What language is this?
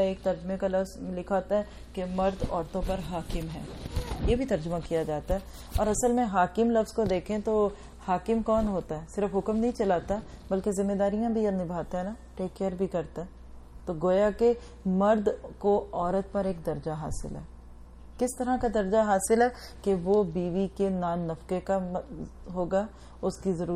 Urdu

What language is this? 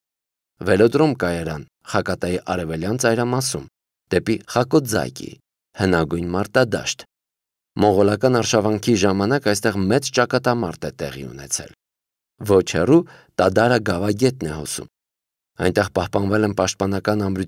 Armenian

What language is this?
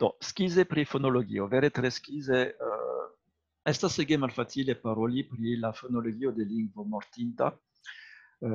Esperanto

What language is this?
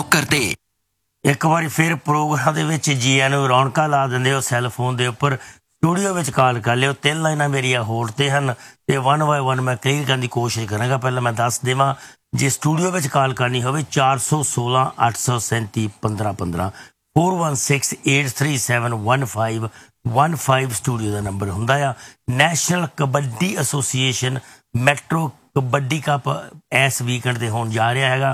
Punjabi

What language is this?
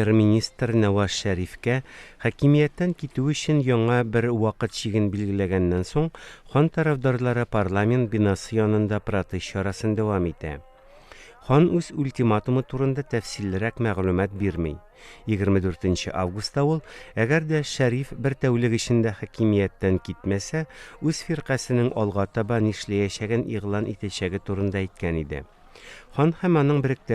Tatar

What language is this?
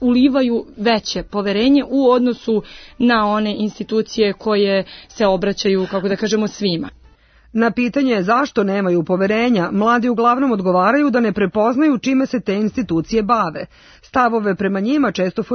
Serbian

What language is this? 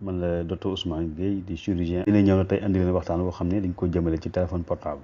Wolof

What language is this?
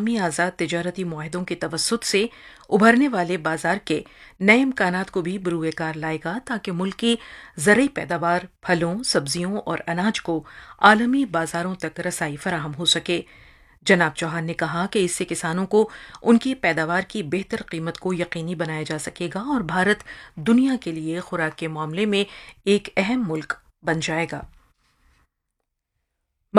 Urdu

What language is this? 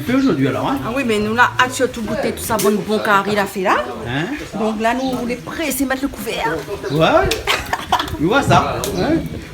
Réunion Creole French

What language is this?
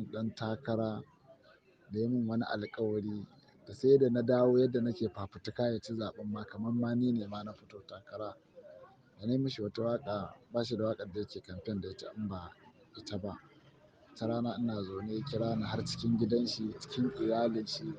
Hausa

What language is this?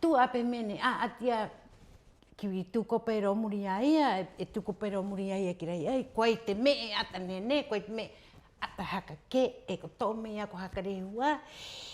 Rapanui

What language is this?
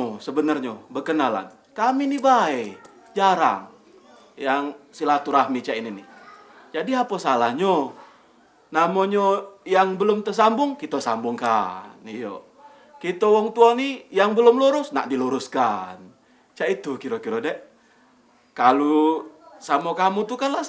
Musi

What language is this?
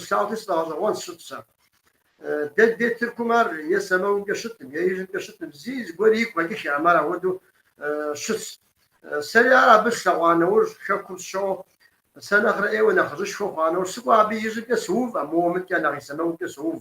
Kabardian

